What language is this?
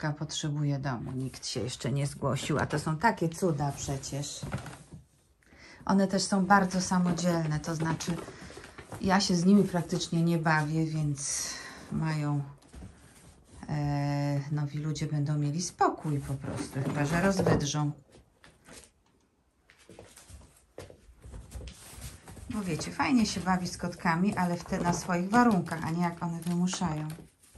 Polish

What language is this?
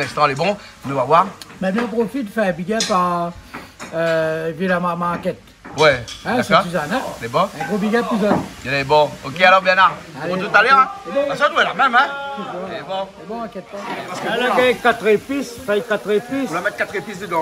Réunion Creole French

